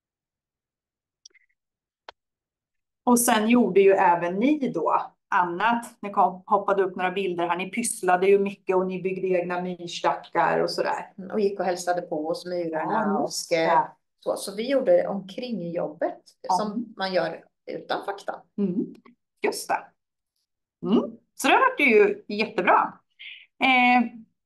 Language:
Swedish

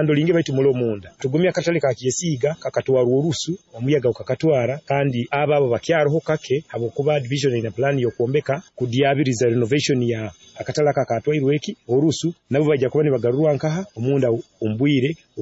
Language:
Nyoro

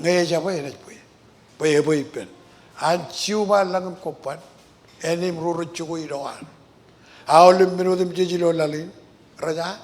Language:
Marshallese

